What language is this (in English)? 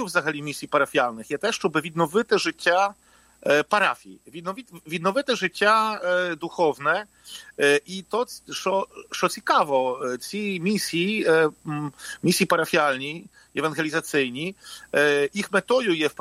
Ukrainian